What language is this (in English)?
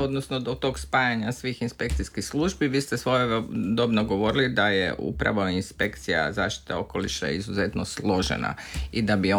Croatian